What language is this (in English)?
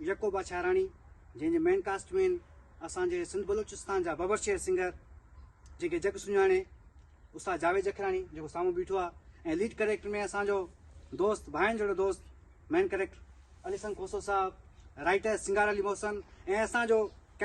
Sindhi